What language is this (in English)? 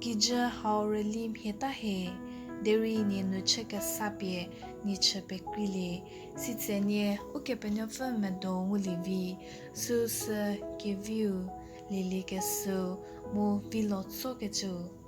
Angami Naga